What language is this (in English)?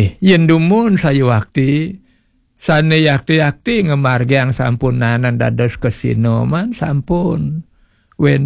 Balinese